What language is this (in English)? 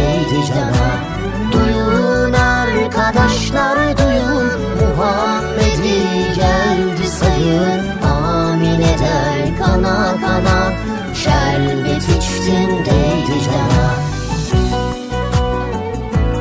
Turkish